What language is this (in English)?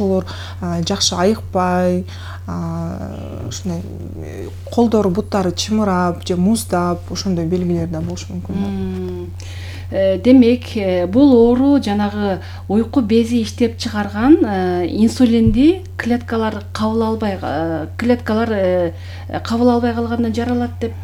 Kyrgyz